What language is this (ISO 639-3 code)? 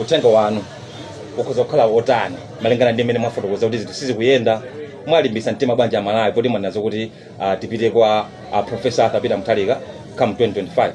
nya